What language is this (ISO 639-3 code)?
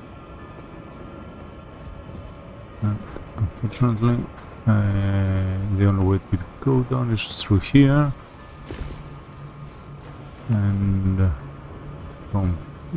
eng